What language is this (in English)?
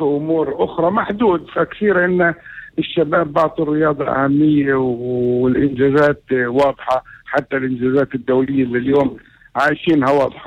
North Levantine Arabic